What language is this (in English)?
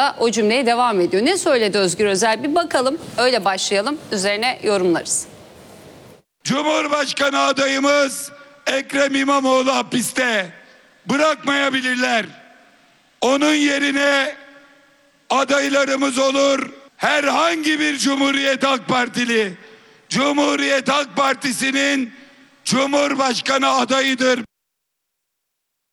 Turkish